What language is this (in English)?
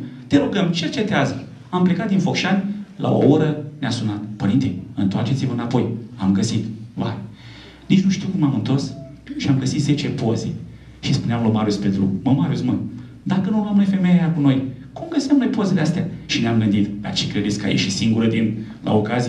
Romanian